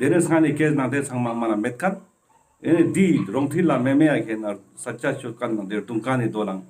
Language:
Ladakhi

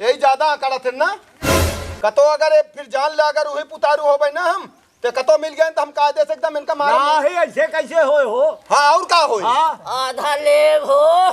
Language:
Awadhi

